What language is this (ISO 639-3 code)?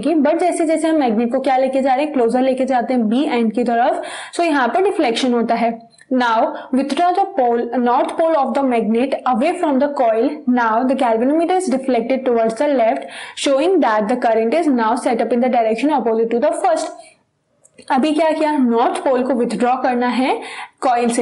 hin